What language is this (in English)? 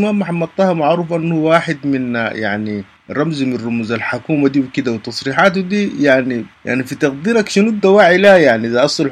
Sudanese Arabic